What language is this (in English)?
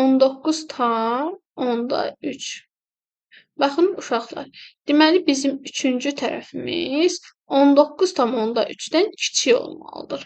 Azerbaijani